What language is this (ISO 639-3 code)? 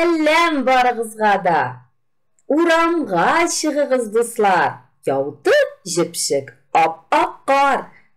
tat